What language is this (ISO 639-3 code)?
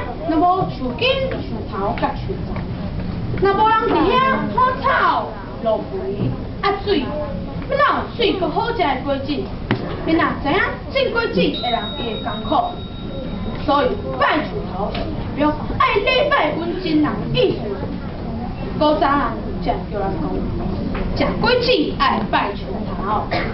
nan